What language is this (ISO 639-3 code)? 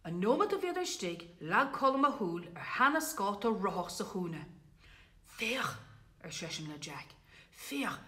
gle